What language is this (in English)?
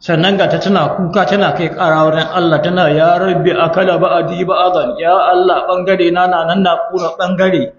Hausa